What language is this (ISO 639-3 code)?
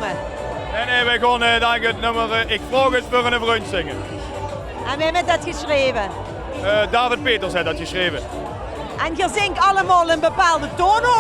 lim